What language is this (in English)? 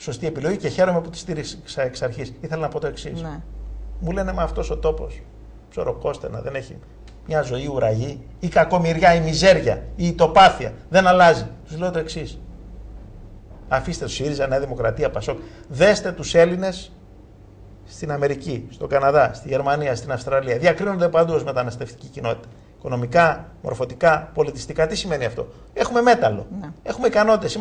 Greek